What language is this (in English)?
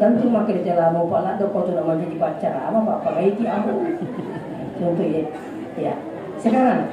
Buginese